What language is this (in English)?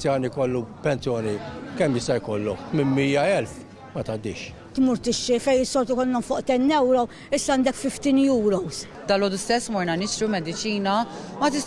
Maltese